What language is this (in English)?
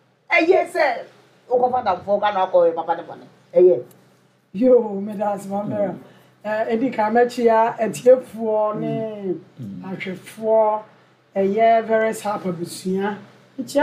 Akan